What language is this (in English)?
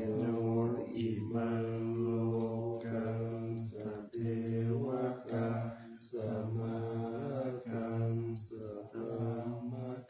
Pali